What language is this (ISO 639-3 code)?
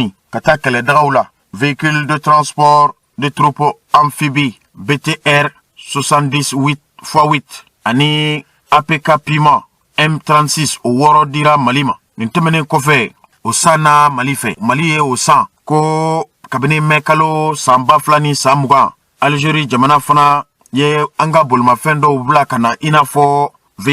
bam